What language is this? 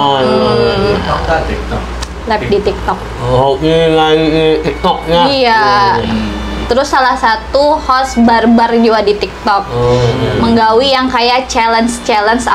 Banjar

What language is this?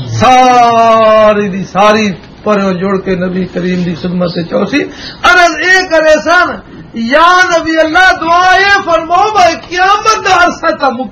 Western Panjabi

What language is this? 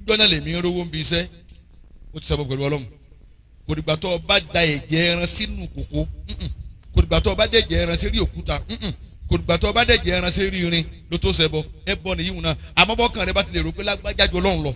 Yoruba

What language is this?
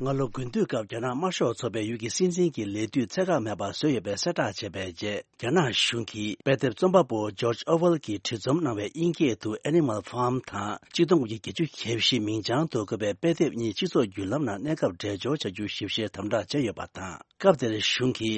Tibetan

